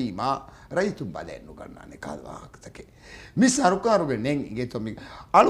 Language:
Divehi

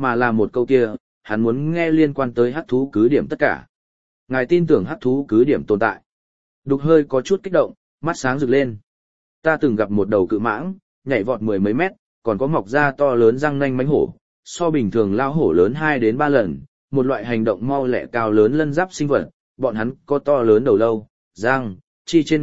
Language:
Vietnamese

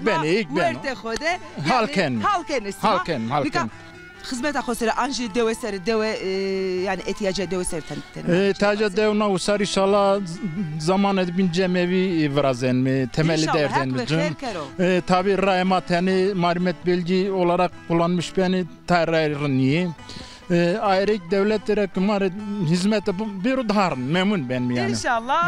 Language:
Zaza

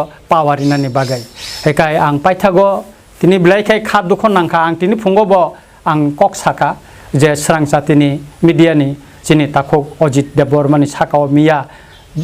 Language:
Kok Borok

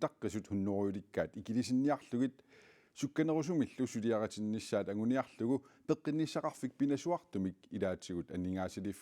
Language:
Kalaallisut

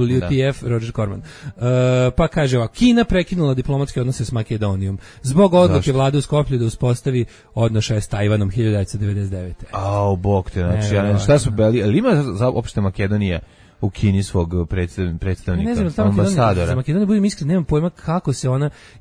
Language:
Serbian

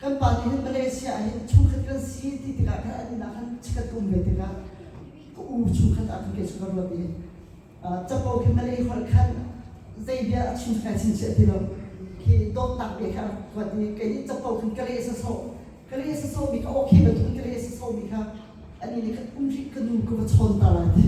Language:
Hakha Chin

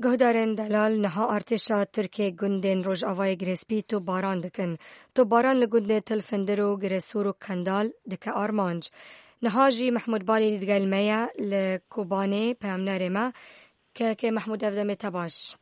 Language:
Kurdish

